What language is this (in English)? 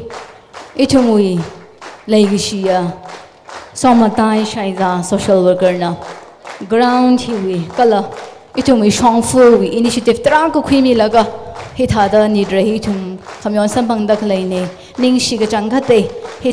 Tangkhul Naga (India)